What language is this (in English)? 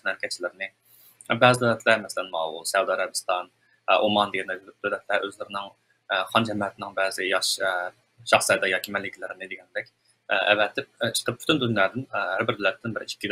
Uyghur